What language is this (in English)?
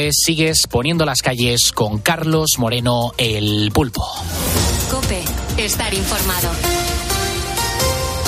Spanish